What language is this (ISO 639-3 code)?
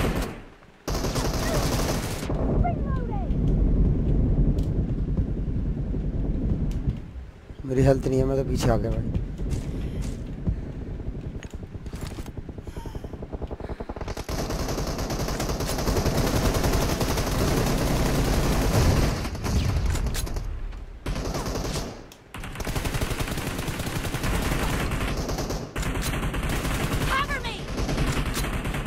hin